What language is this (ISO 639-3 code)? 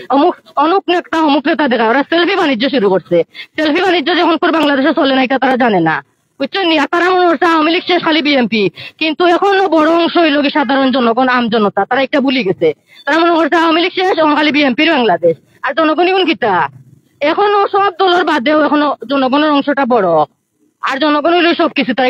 syl